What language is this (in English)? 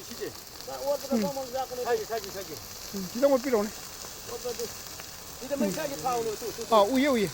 Manipuri